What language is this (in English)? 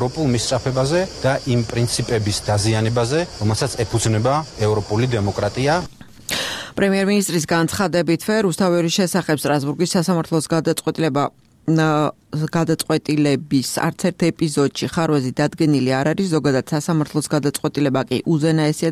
Georgian